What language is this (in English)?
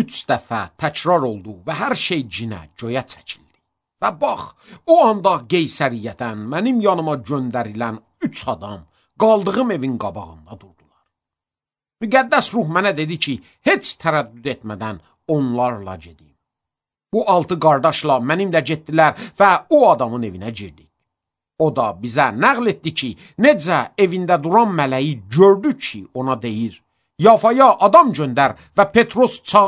Azerbaijani